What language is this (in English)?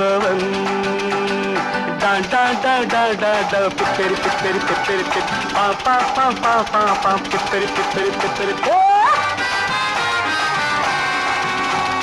Tamil